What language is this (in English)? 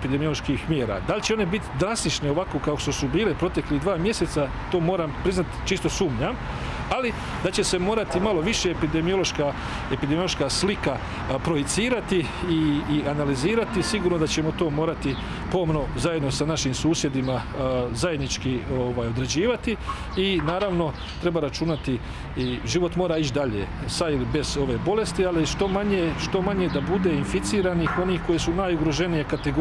Croatian